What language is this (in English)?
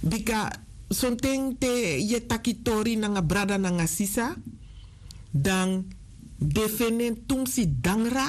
Sranan Tongo